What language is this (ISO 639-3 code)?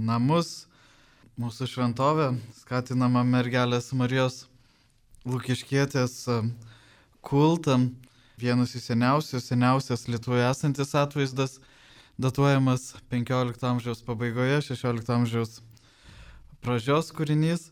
lit